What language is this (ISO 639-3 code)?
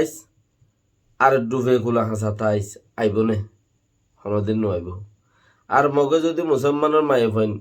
rhg